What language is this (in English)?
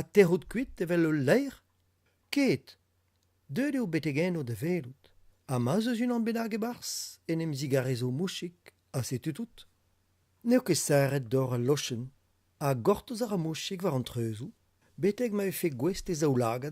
Breton